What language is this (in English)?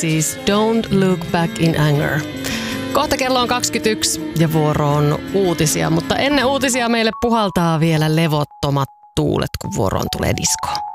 Finnish